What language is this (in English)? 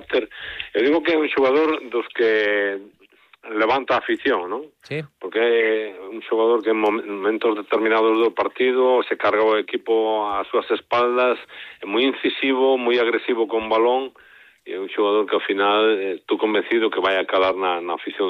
Galician